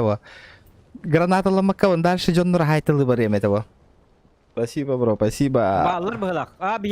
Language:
Yakut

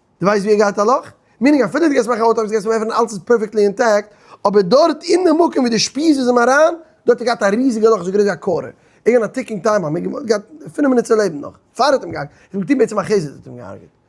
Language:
Yiddish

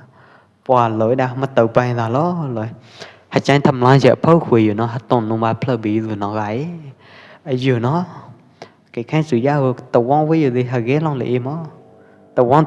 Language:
Pwo Eastern Karen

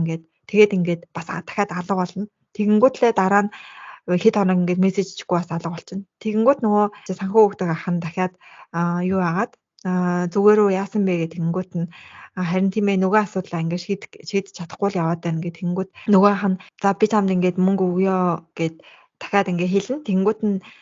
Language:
Mongolian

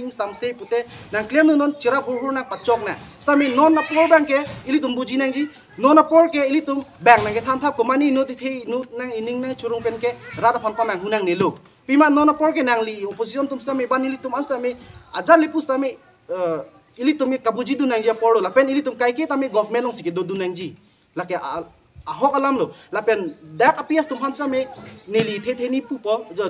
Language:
Karbi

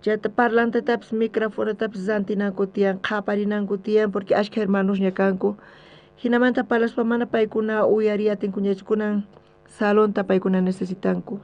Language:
South Bolivian Quechua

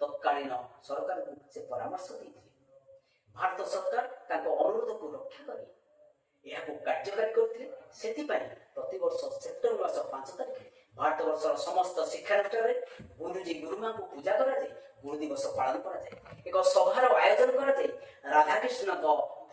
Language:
Odia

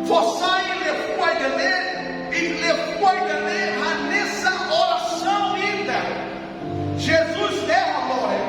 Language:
Tetum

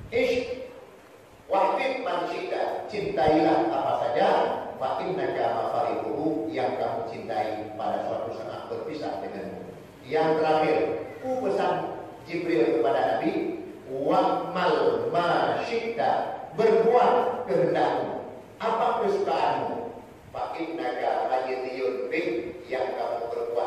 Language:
Achinese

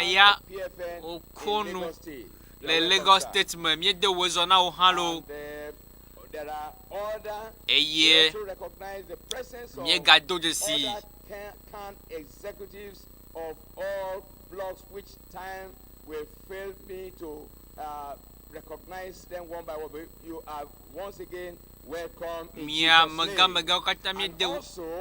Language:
Ewe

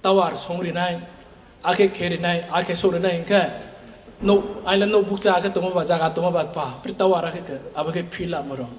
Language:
Riang (India)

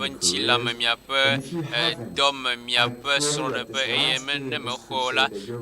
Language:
Ewe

